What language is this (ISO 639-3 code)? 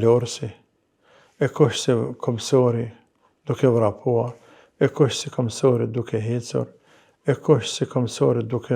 sqi